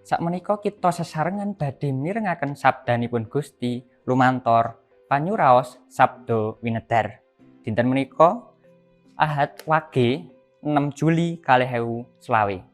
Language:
Javanese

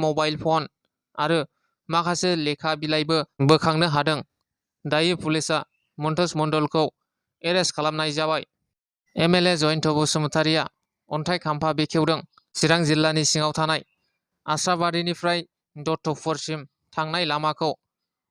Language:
Bodo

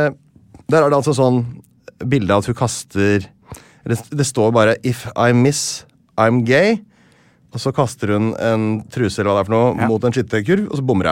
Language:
Norwegian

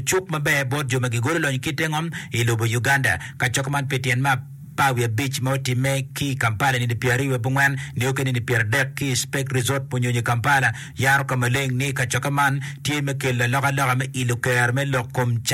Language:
Acoli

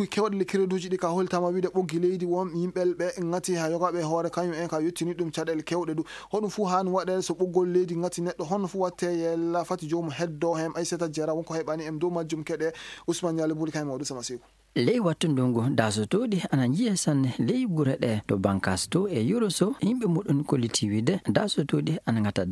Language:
Fula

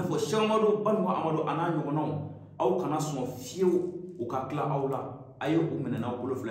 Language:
Bambara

